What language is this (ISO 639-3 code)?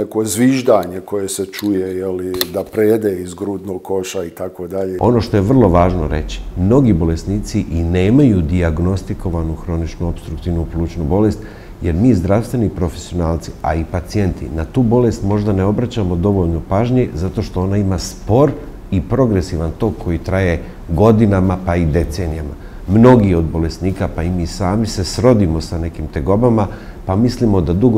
bos